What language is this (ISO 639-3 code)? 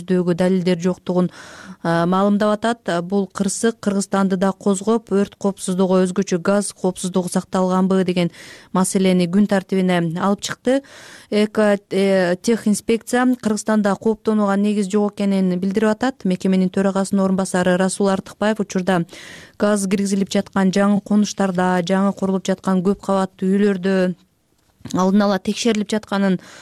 kir